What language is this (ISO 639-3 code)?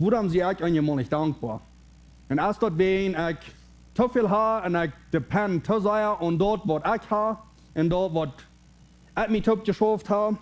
pdt